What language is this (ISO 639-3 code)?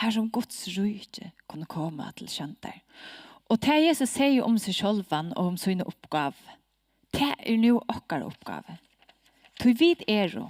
fao